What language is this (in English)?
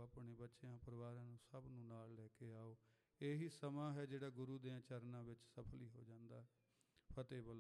Punjabi